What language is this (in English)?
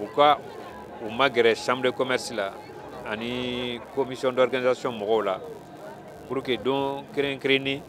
Bambara